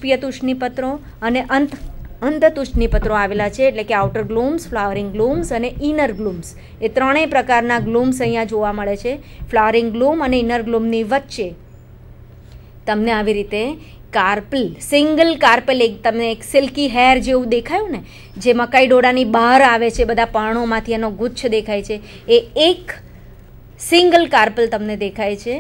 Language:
Gujarati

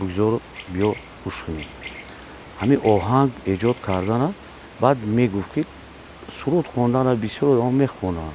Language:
Tajik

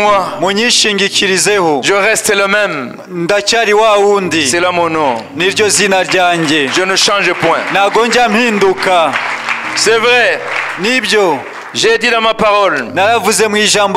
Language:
Kinyarwanda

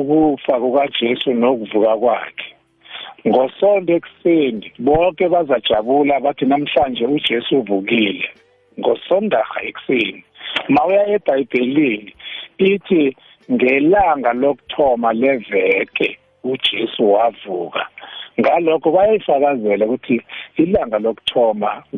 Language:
South Ndebele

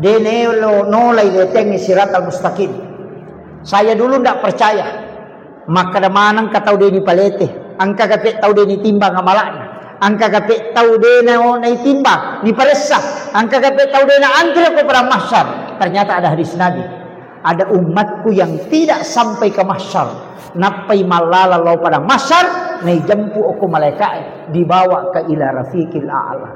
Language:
Buginese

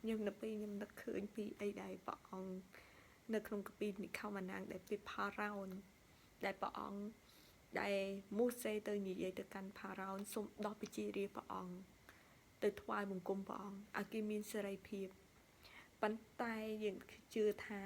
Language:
Khmer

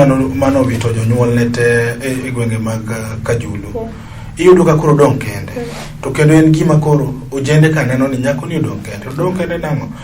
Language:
Luo (Kenya and Tanzania)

